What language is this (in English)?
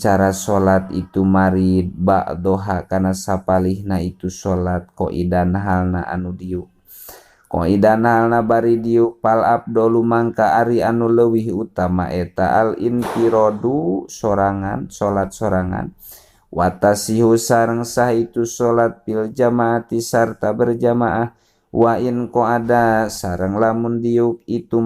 Sundanese